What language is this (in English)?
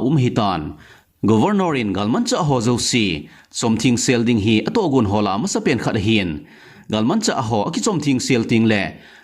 Thado Chin